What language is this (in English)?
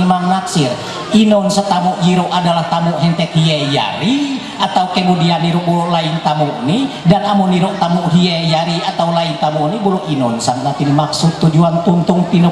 Ma'anyan